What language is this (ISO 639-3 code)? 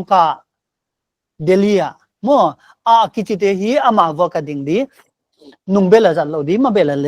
pck